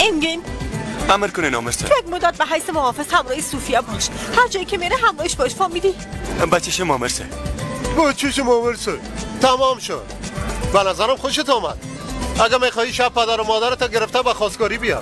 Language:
Persian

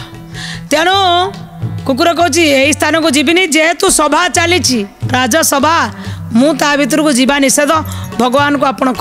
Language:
Odia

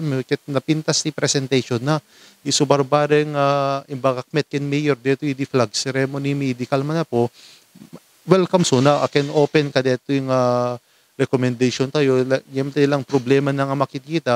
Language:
Iloko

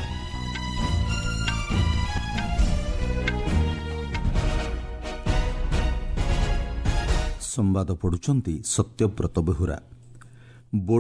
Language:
Odia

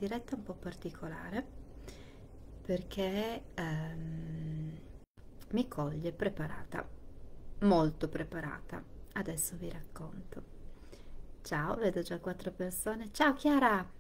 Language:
Italian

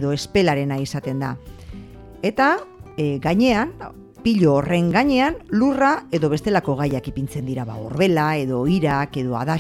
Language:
Basque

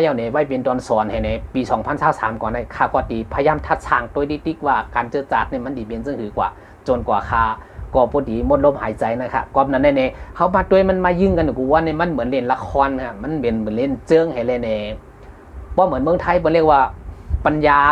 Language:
Shan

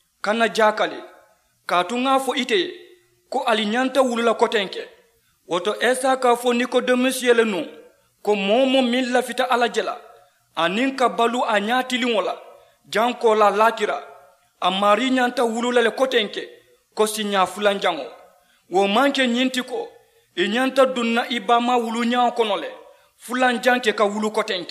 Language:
Mandingo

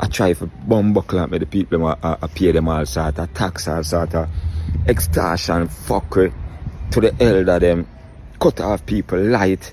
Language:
Jamaican Creole English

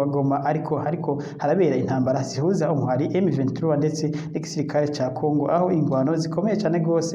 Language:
Rundi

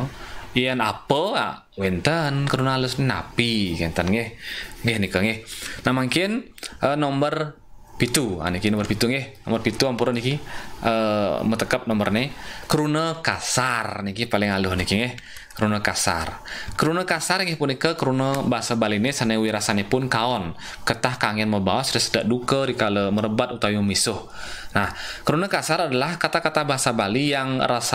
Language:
Balinese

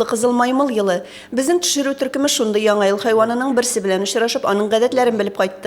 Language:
Tatar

